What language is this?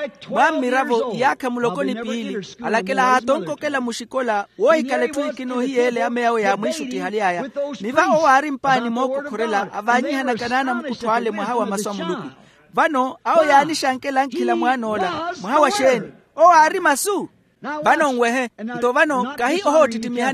Makhuwa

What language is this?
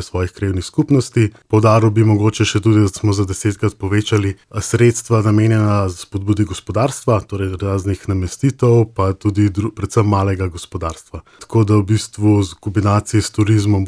Slovenian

